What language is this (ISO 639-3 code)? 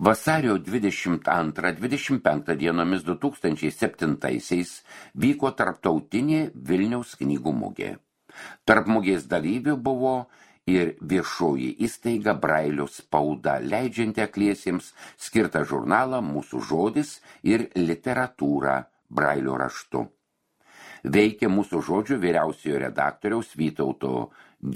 lit